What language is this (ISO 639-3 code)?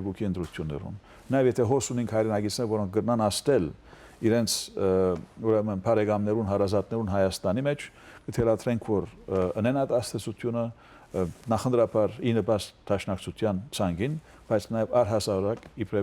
hyw